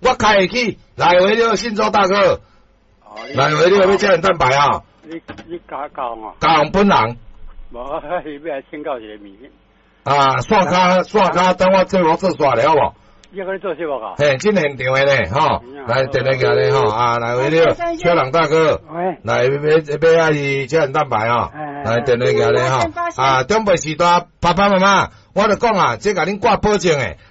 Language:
Min Nan Chinese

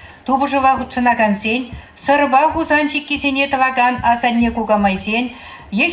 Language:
Chuvash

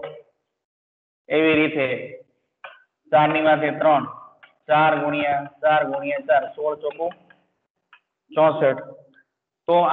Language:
Gujarati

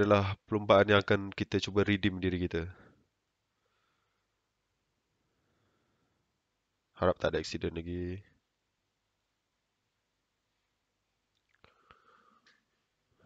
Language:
Malay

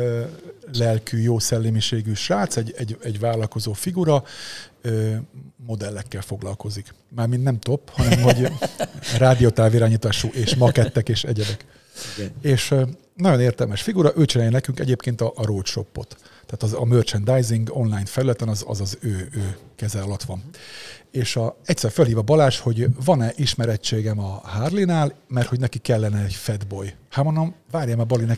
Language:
Hungarian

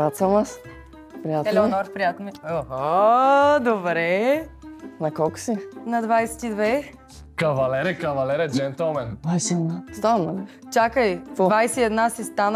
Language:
Bulgarian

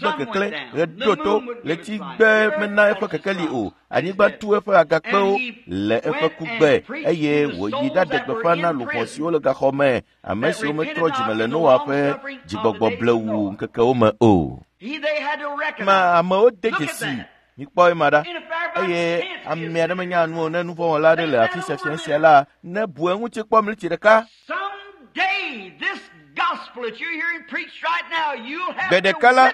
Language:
Ewe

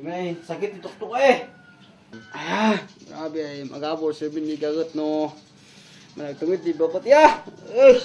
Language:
Kankanaey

